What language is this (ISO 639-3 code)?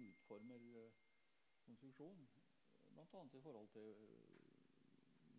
nor